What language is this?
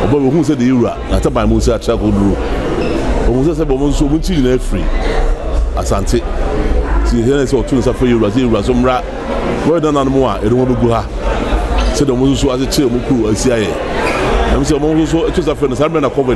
Akan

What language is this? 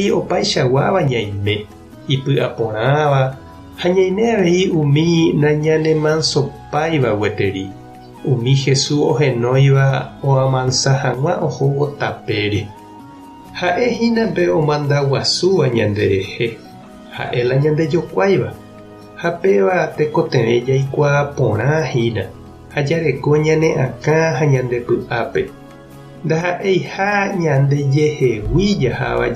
Guarani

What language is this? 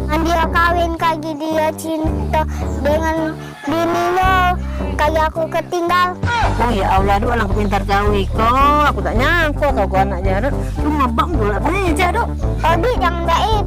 Musi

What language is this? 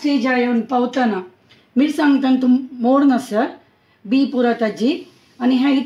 Konkani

